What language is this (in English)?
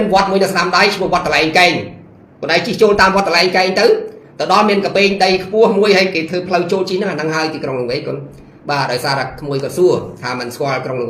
Khmer